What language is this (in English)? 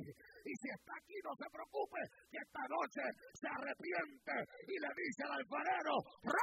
Spanish